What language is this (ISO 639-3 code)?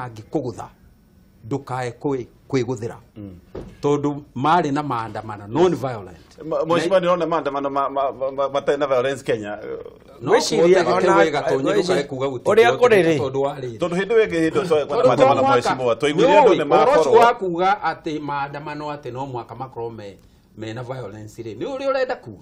kik